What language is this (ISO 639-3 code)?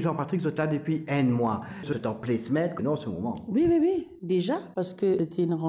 mfe